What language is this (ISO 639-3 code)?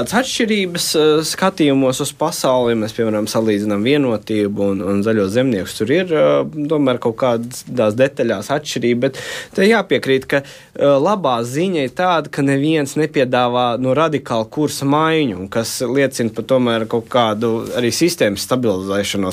lav